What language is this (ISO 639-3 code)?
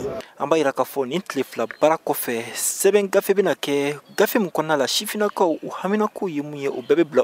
bam